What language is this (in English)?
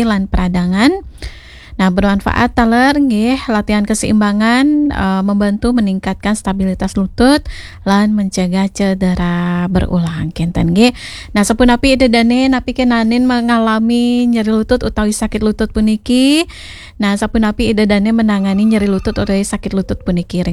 Balinese